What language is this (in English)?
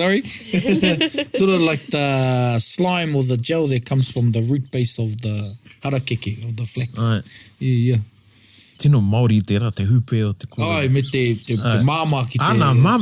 Māori